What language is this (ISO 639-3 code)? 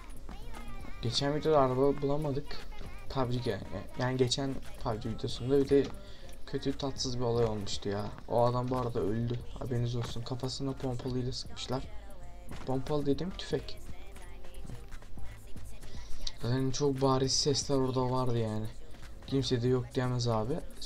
tur